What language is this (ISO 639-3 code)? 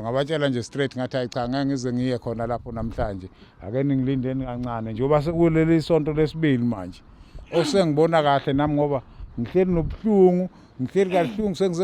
zul